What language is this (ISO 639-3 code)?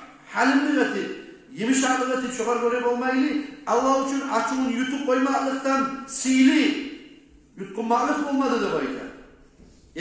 kum